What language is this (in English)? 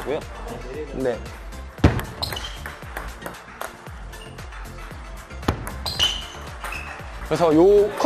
Korean